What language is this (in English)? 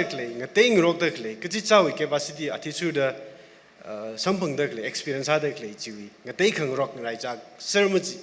Tangkhul Naga (India)